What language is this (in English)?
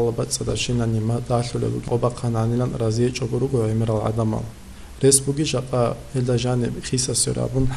Avaric